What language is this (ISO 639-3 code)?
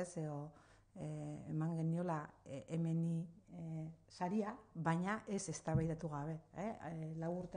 eus